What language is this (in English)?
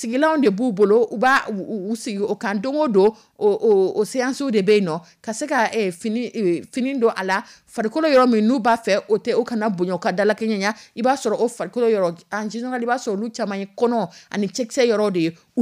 Dyula